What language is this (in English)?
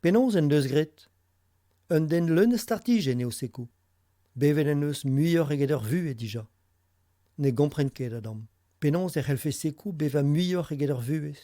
Breton